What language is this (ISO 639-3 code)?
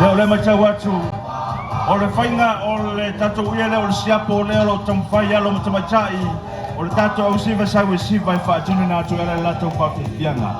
smo